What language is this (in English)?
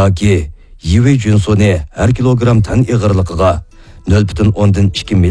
Uyghur